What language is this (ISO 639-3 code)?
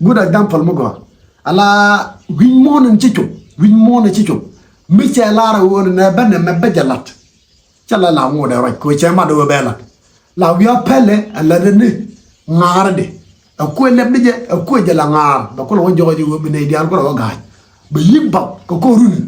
nus